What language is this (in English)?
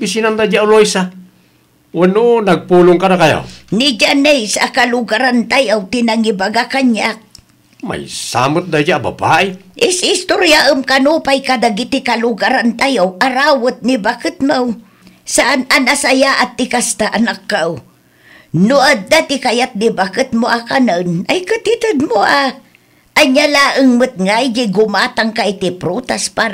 Iloko